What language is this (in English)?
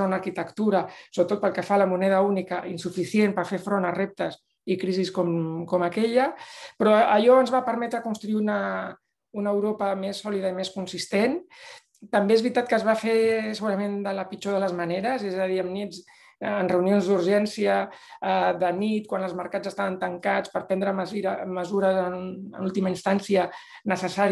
Catalan